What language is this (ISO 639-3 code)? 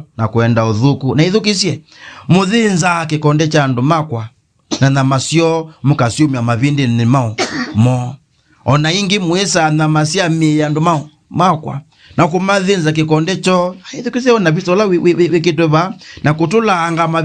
kam